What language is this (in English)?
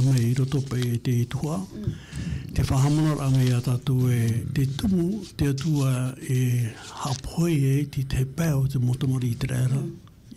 Tahitian